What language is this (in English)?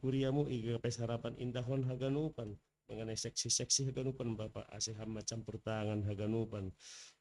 Batak Simalungun